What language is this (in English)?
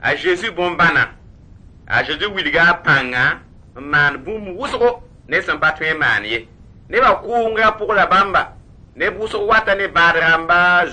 Mossi